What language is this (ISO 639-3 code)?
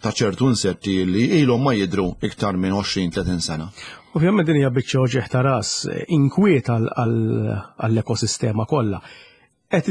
mlt